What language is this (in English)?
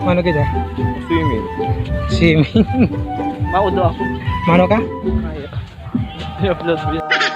Bikol